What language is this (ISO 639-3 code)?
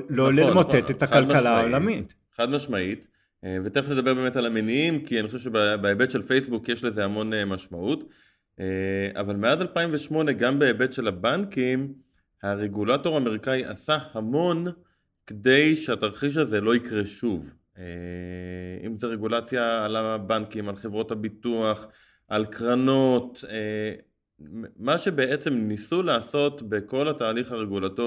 heb